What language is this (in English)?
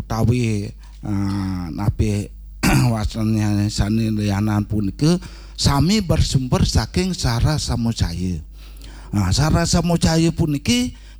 Balinese